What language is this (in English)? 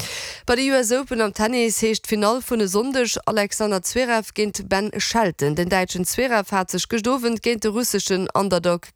Luxembourgish